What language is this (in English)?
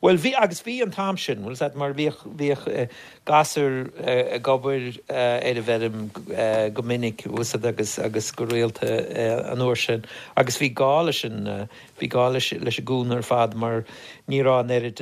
Irish